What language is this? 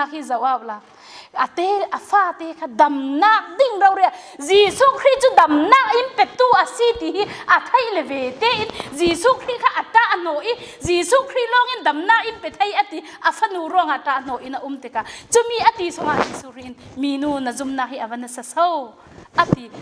Falam Chin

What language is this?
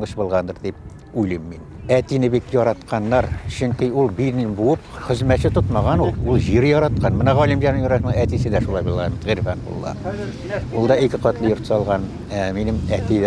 Bashkir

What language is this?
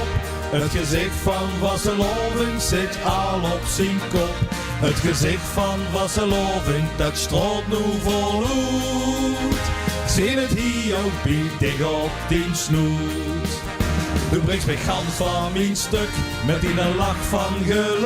Limburgish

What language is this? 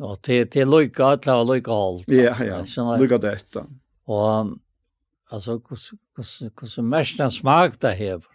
Faroese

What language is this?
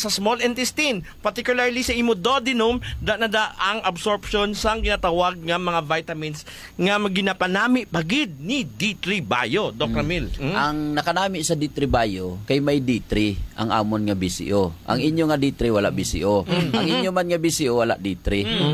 Hiligaynon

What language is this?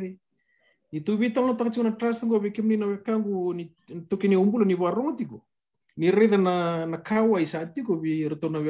Fijian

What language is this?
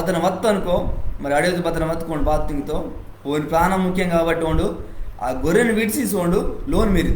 Koya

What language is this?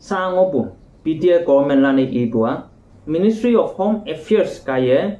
Konyak Naga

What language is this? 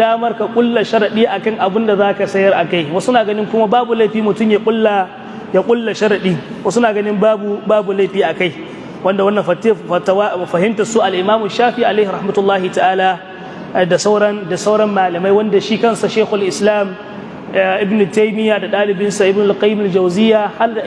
Hausa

